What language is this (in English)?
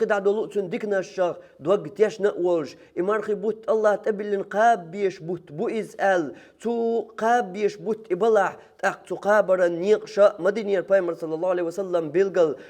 Chechen